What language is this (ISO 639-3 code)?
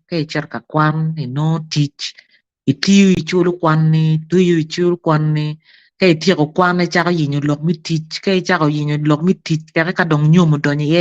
ach